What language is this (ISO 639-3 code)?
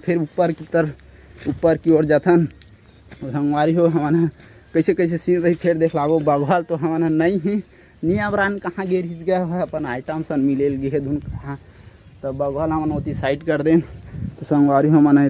hne